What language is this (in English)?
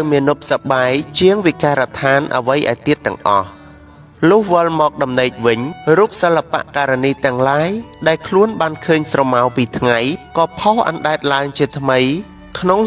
Khmer